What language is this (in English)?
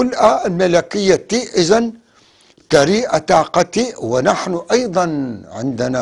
North Levantine Arabic